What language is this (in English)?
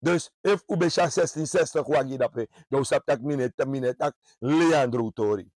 Sranan Tongo